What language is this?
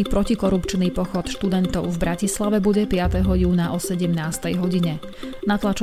Slovak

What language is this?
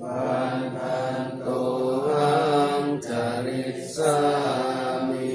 Pali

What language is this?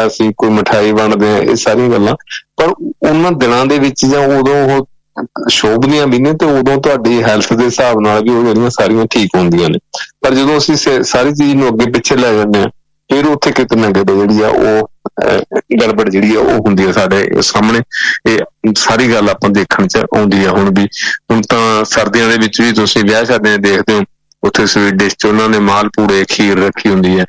Punjabi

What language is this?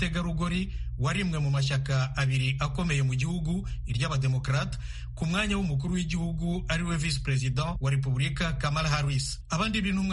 Kinyarwanda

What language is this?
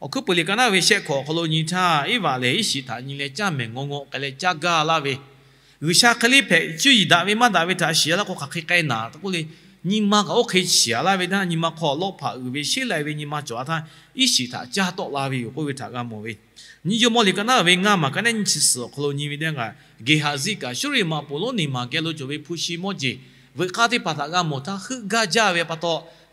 Lahu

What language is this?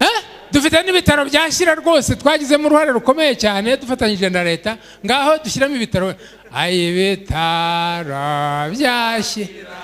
Kinyarwanda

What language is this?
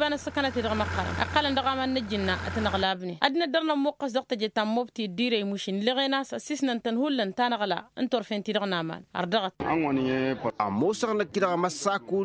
Tamasheq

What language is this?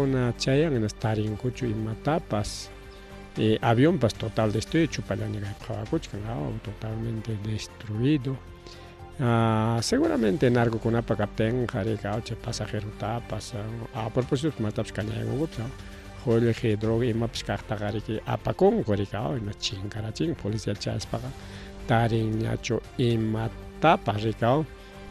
Ayacucho Quechua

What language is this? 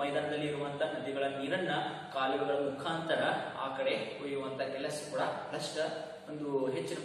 Kannada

